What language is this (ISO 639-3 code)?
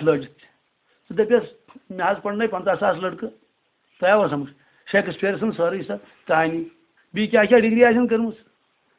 kas